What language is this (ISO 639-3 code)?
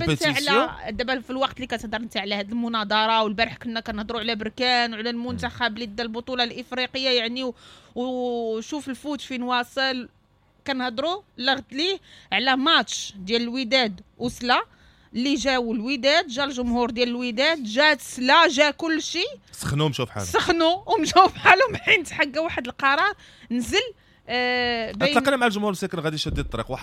ary